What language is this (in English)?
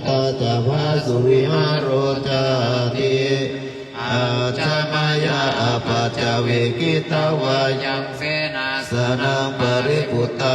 Pali